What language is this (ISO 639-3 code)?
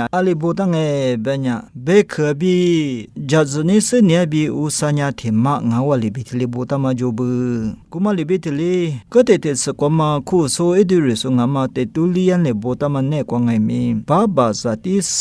lis